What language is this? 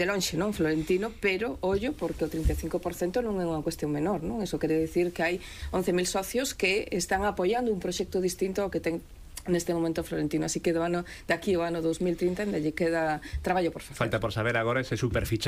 Galician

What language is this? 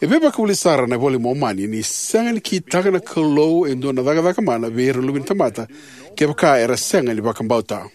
Fijian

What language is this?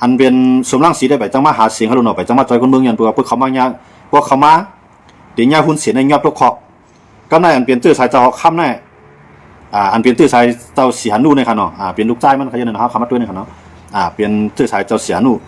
Shan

